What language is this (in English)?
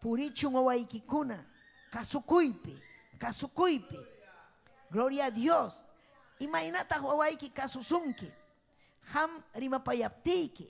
Ayacucho Quechua